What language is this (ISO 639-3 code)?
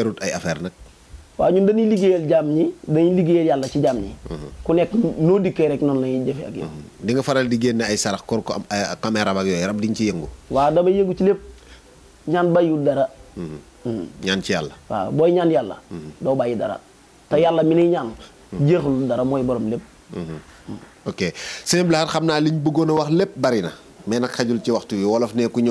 wol